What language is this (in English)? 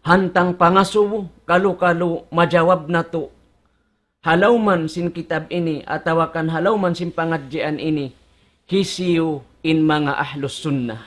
Tausug